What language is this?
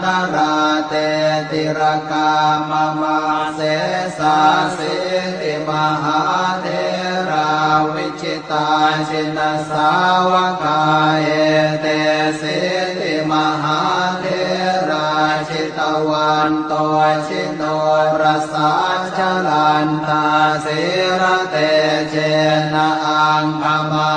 Pali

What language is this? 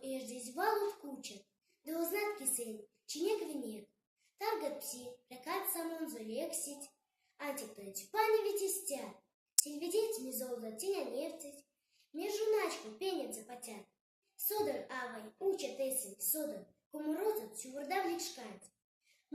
Erzya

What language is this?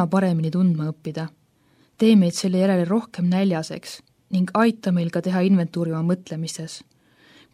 Estonian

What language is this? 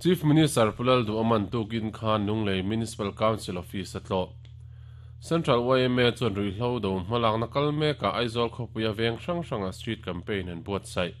Mizo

